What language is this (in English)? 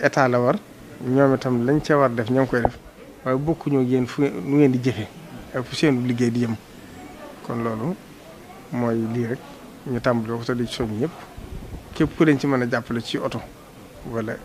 Wolof